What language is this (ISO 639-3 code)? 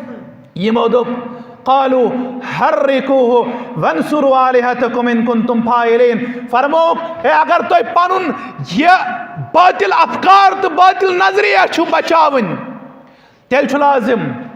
kas